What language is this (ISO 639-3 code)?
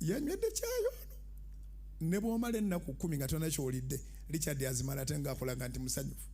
lug